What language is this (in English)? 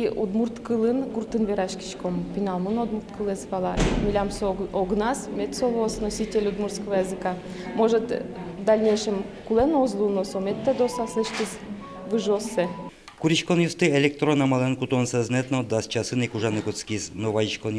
Udmurt